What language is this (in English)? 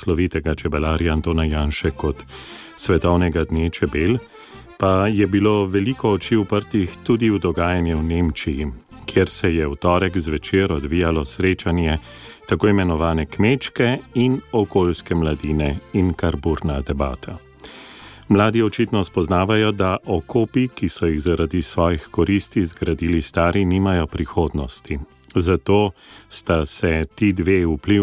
Slovenian